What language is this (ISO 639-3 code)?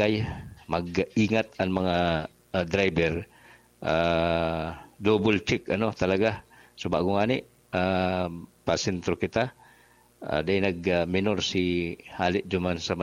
bik